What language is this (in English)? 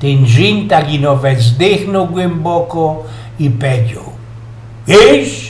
Silesian